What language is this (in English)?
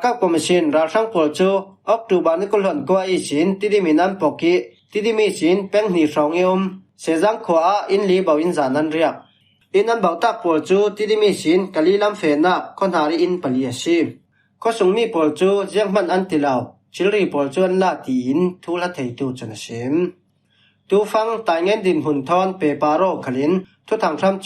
Falam Chin